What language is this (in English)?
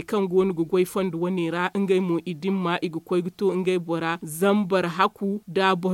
Zarma